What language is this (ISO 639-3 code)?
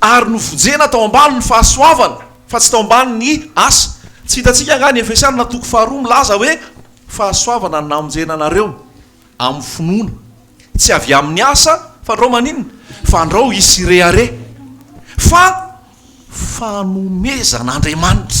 mlg